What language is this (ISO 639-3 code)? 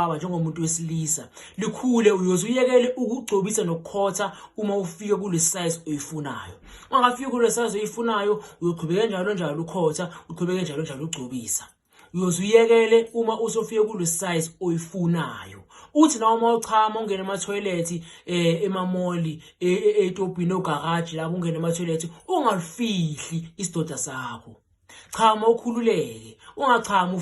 zul